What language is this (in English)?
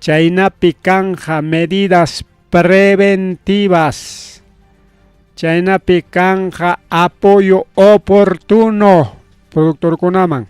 Ayacucho Quechua